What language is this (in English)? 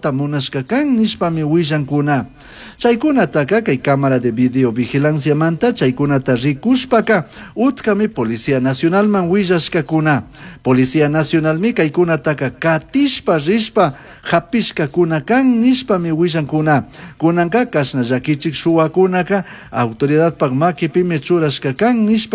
Chimborazo Highland Quichua